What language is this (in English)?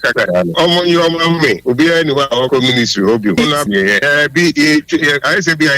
Akan